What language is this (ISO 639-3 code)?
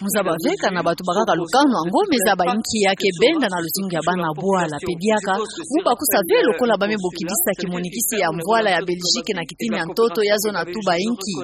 ktu